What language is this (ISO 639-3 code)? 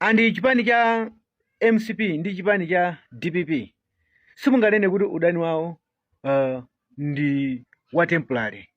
nya